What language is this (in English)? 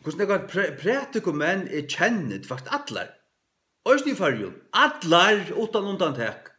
Faroese